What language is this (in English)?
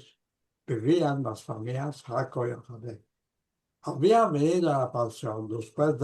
Ladino